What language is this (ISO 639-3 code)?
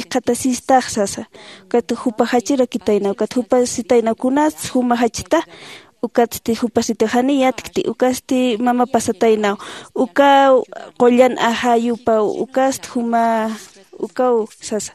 aym